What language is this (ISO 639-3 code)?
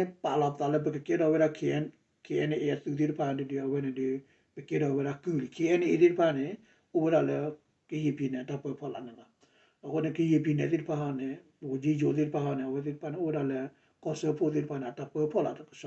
ksw